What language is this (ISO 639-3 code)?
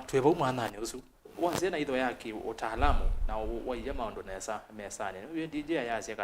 kam